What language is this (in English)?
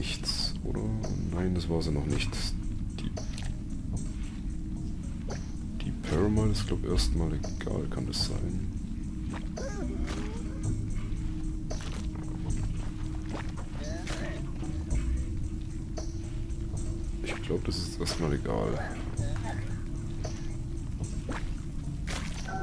German